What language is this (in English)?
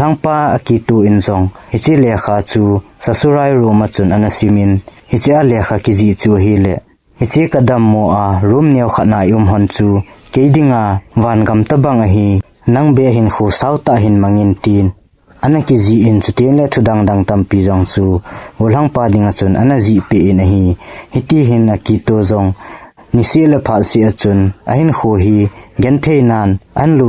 Thado Chin